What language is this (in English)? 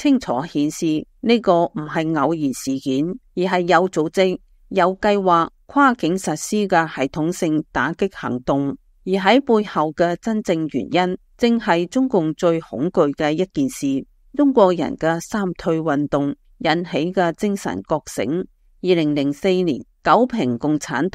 Cantonese